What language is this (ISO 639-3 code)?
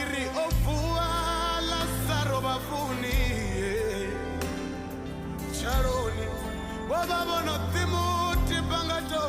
ven